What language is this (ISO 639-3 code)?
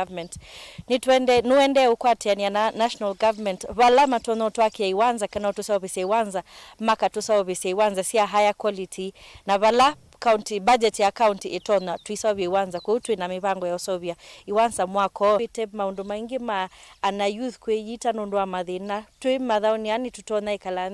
kam